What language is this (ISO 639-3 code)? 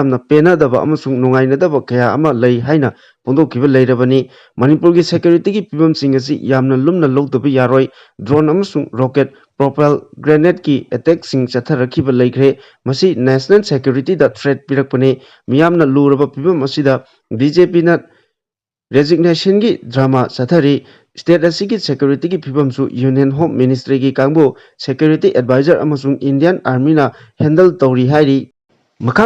mni